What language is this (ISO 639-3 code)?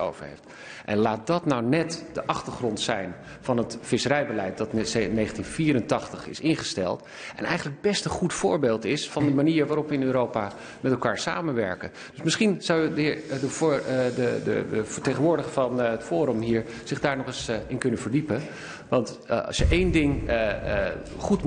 nld